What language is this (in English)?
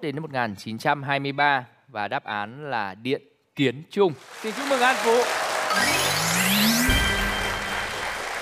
Vietnamese